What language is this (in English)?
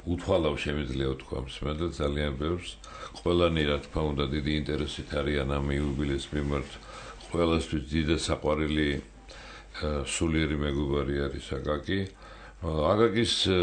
Georgian